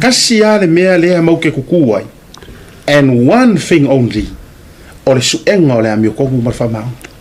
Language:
Samoan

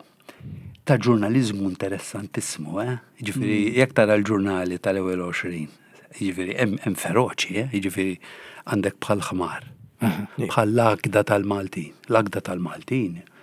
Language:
Maltese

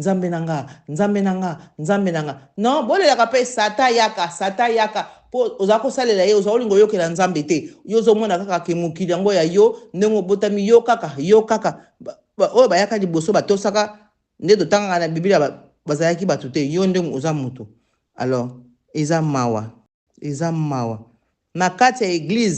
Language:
Lingala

